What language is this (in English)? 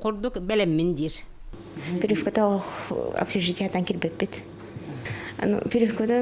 Yakut